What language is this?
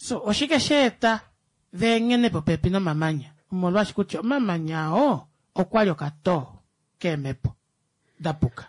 Kuanyama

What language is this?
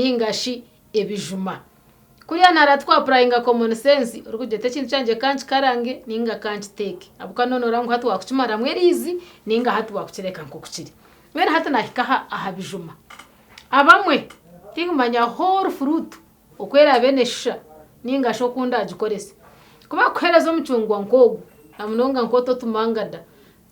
Nyankole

